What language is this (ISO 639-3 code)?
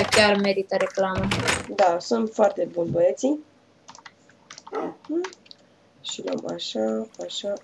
ron